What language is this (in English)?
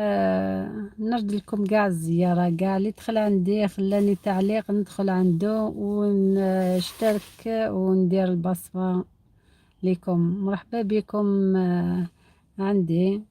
Algerian Arabic